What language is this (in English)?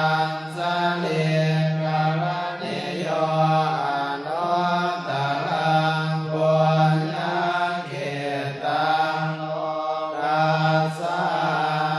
Pali